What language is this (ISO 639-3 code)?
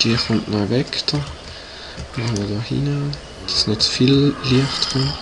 gsw